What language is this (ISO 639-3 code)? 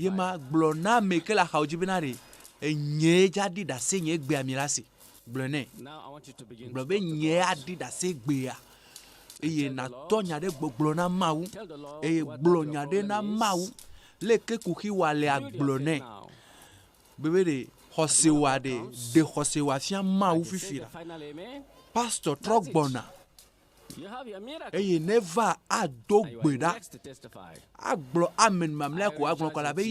ewe